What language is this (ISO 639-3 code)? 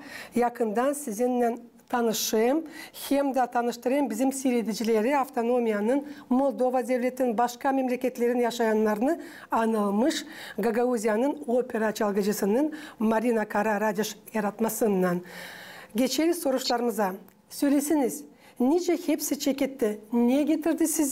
gag